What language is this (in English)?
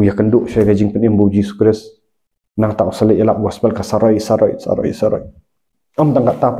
Khasi